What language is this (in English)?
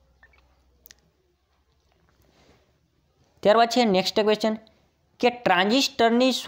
Gujarati